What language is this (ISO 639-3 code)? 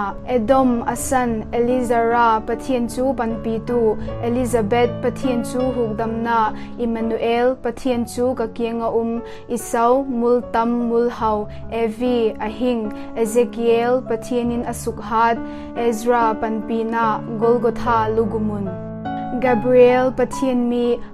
vap